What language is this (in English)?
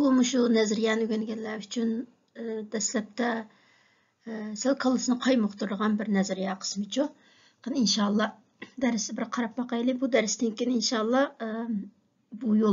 Uyghur